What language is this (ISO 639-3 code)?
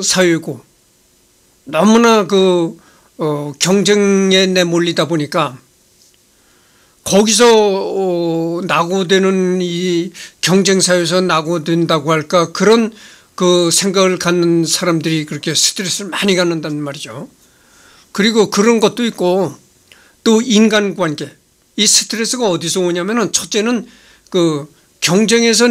kor